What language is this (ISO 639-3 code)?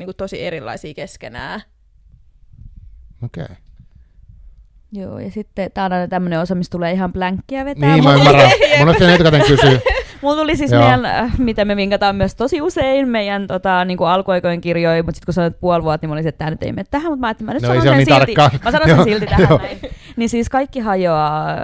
fin